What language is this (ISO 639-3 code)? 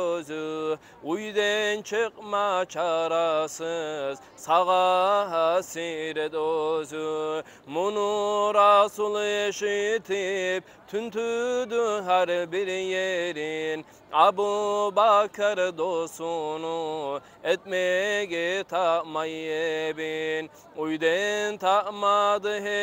kum